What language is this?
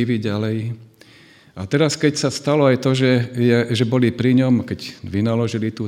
Slovak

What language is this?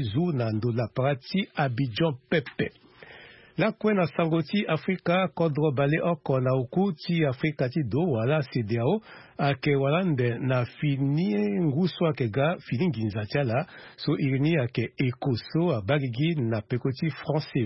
Sango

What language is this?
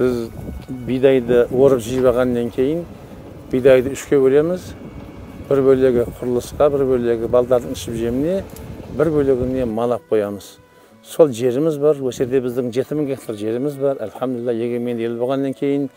Kazakh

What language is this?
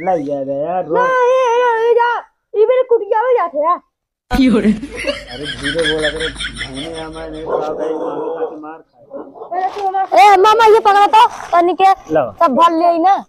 Awadhi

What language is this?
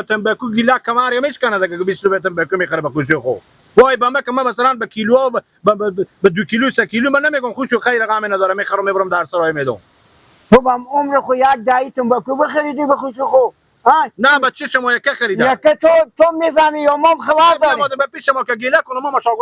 Persian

